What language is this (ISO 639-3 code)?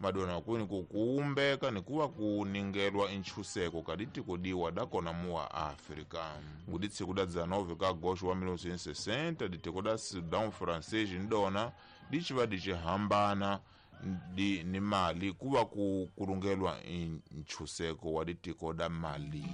tso